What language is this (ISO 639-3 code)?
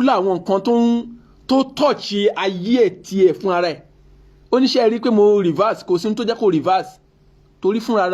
yor